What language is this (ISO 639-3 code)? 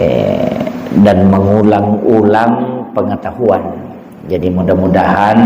bug